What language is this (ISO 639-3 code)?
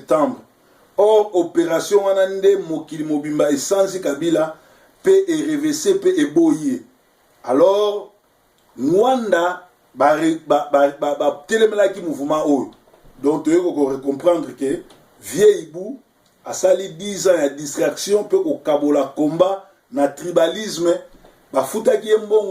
lin